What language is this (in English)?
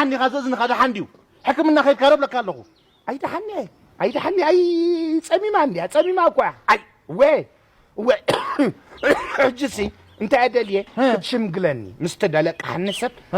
Tigrinya